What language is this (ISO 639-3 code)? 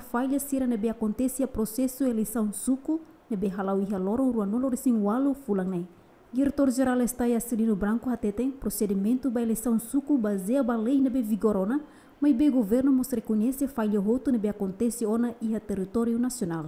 tet